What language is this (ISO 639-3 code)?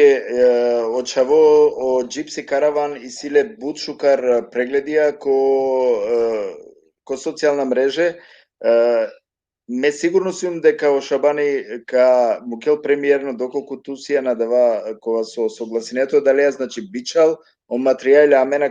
rmn